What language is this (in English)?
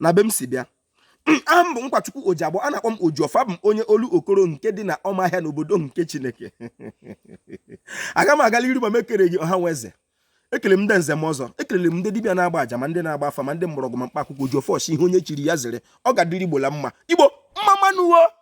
Igbo